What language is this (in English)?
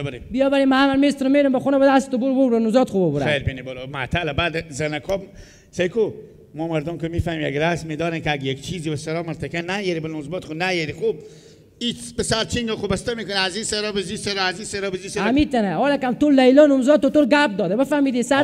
Persian